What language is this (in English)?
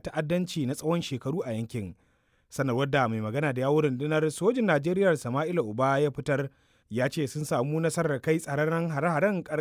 Hausa